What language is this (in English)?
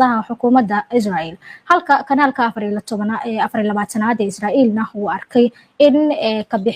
Somali